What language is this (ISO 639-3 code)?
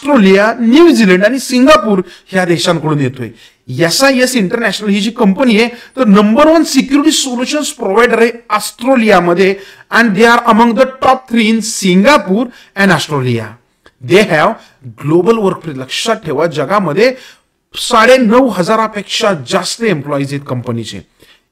mar